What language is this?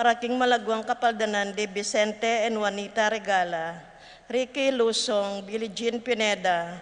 Pampanga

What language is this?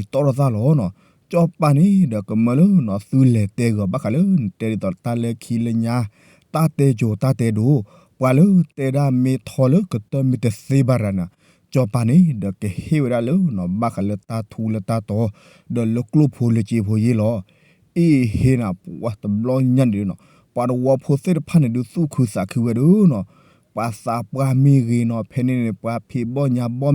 S'gaw Karen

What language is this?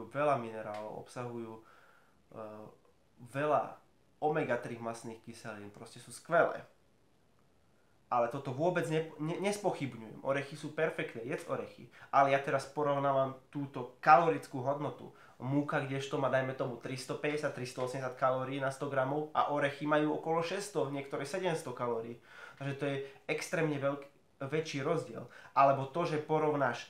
Slovak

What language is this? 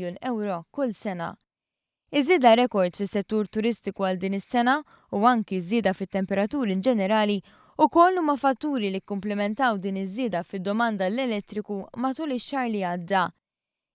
Maltese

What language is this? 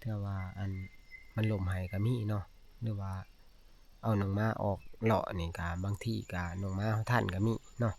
Northeastern Thai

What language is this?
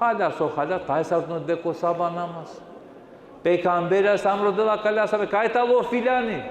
Balkan Romani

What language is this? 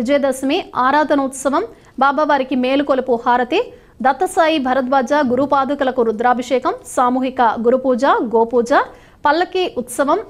Telugu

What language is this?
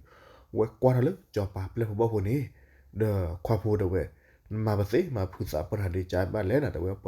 S'gaw Karen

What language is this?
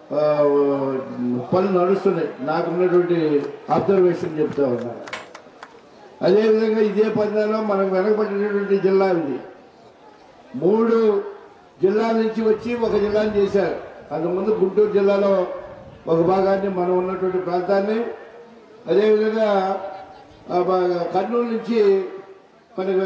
Telugu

